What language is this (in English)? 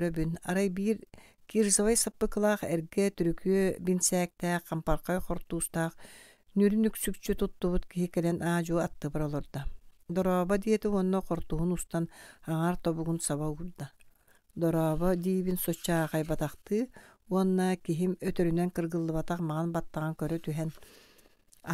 Yakut